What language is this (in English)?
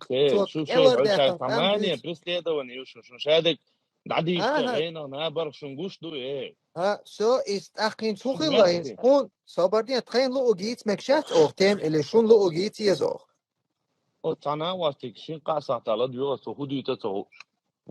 Chechen